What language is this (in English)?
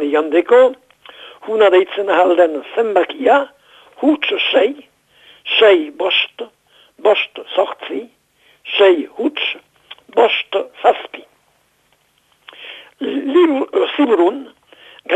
Basque